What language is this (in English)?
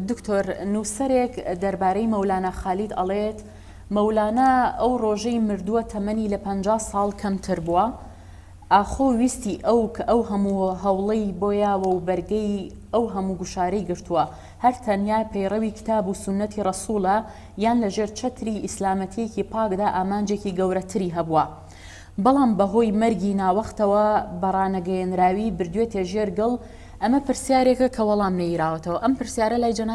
Central Kurdish